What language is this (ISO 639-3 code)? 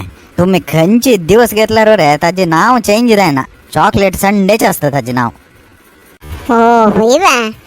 kok